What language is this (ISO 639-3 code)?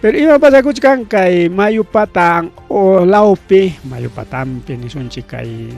quy